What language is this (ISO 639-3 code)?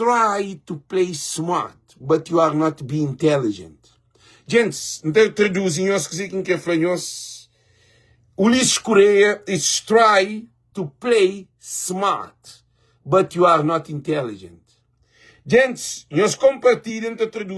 kea